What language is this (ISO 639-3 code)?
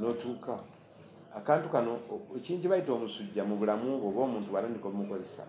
lug